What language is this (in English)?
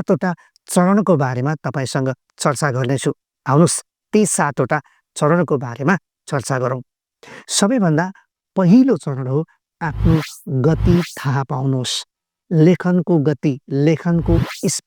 Nepali